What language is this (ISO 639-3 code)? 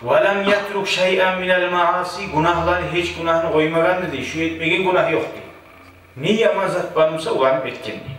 kum